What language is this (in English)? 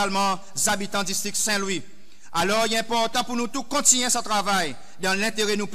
Seselwa Creole French